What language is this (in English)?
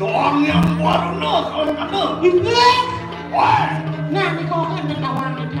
Balinese